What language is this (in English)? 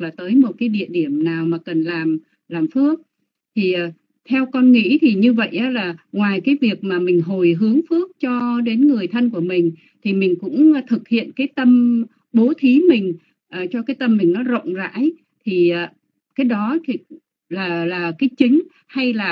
Vietnamese